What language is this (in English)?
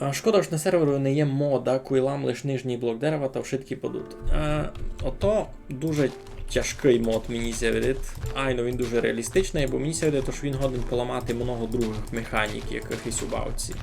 Rusyn